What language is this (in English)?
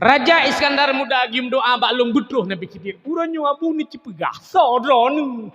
Achinese